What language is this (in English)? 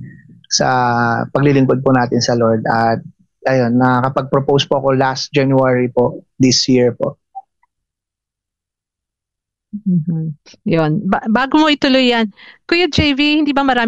Filipino